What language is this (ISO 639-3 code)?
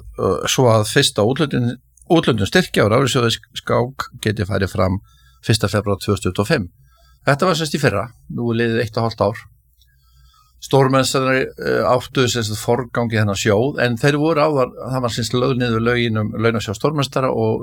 isl